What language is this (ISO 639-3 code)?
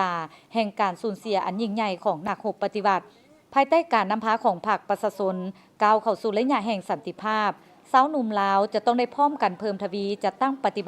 lao